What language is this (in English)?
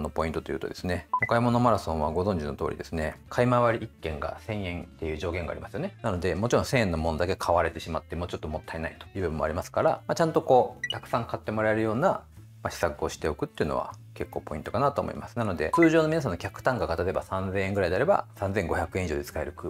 Japanese